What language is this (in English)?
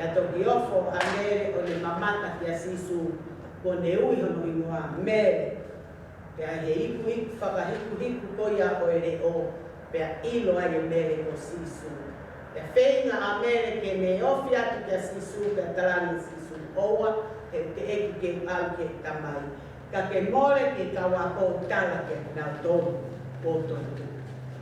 Tongan